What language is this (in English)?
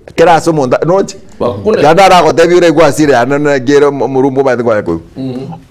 Gusii